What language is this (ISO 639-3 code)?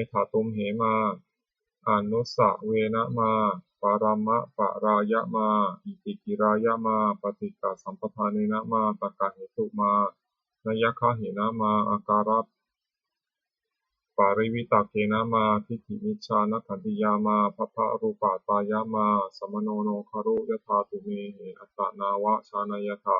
pli